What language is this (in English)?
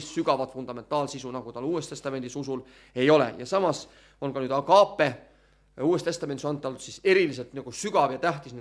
Estonian